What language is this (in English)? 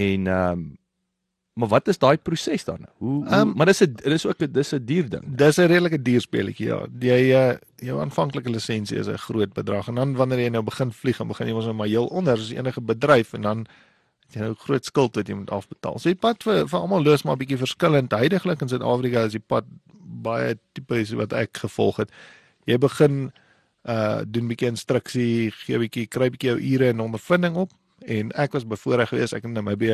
Afrikaans